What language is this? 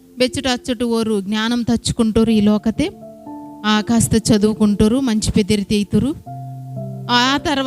Koya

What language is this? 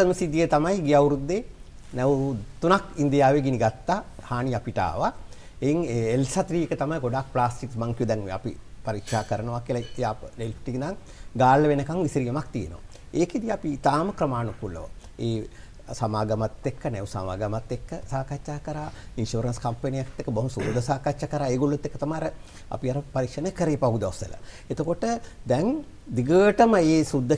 Sinhala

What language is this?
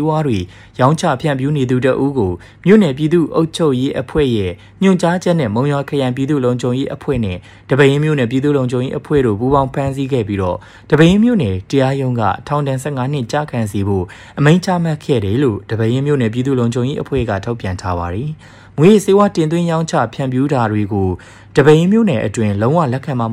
Burmese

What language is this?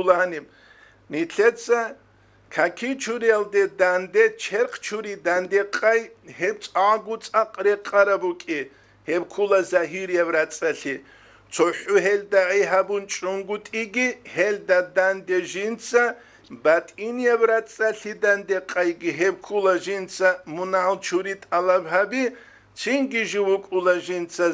Avaric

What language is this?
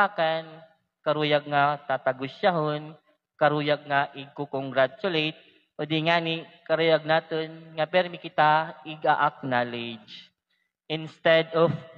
Waray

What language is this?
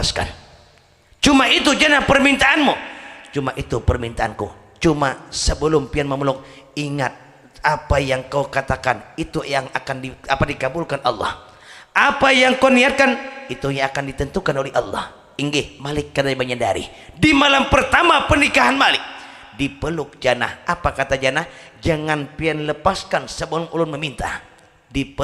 Banjar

